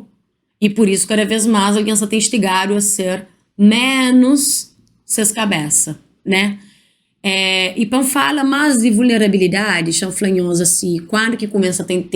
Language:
Kabuverdianu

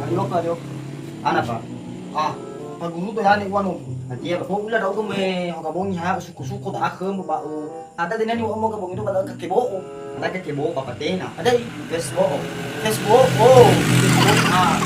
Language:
Nias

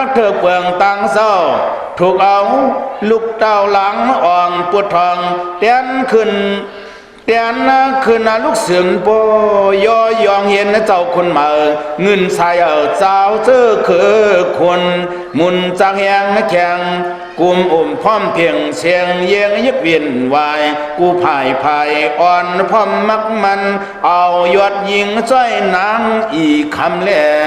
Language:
Shan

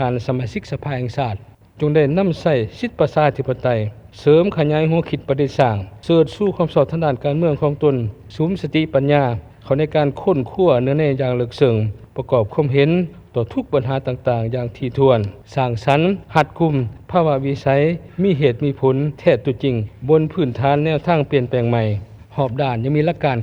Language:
Lao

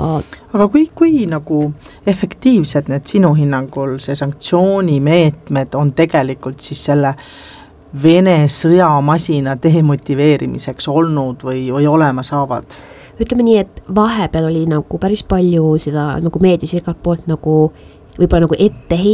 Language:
Estonian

